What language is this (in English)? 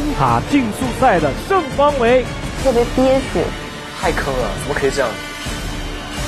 Chinese